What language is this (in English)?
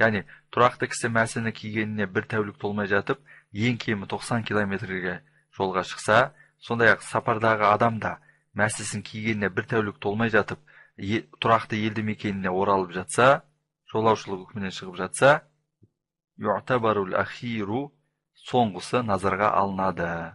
Kazakh